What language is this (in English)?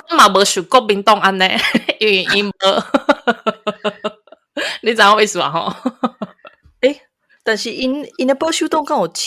Min Nan Chinese